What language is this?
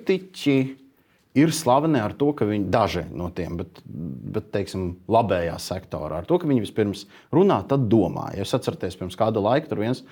Latvian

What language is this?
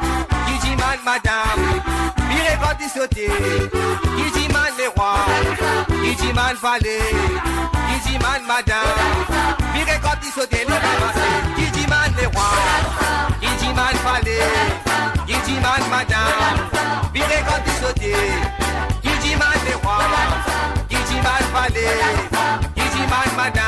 Morisyen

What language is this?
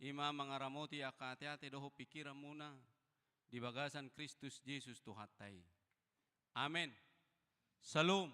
Batak Toba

